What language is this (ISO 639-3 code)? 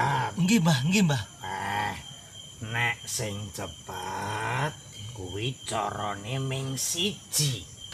jav